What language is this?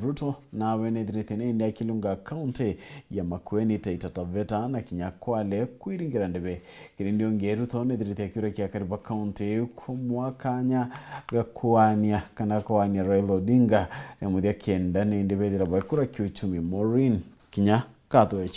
Meru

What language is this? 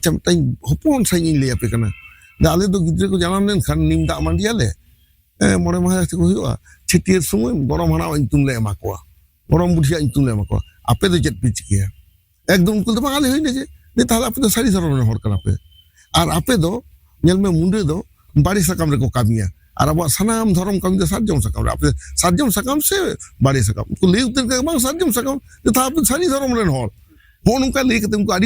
Santali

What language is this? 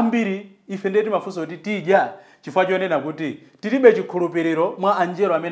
Nyanja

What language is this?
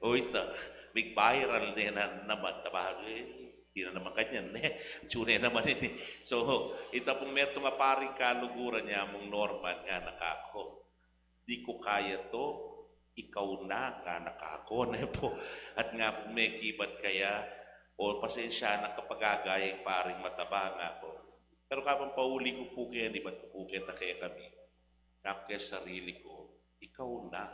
Pampanga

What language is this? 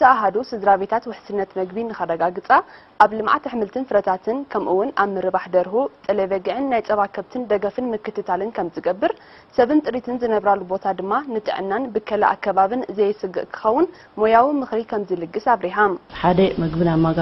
Tigrinya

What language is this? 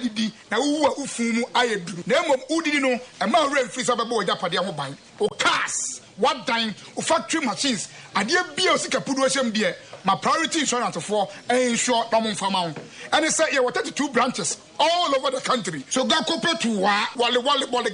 Akan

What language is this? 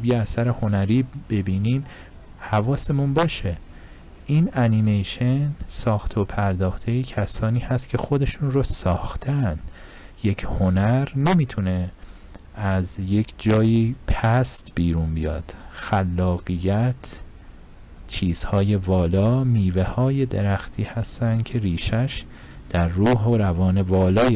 Persian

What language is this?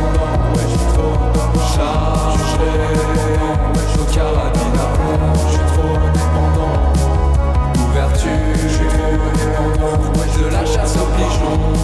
French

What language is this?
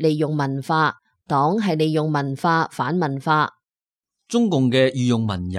Cantonese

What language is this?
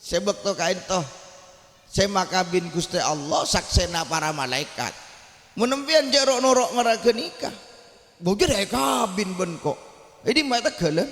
Madurese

